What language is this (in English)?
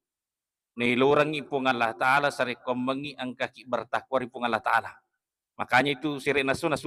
Buginese